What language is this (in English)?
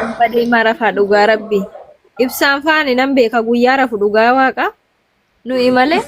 Oromo